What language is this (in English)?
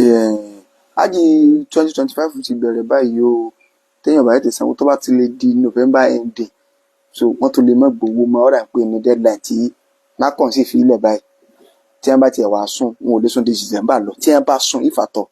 Yoruba